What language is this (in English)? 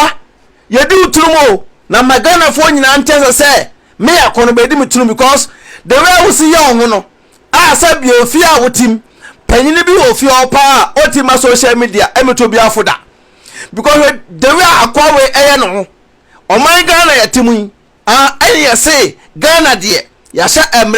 Akan